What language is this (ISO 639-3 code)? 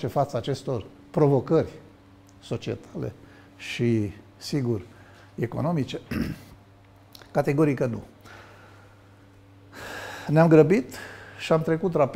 ron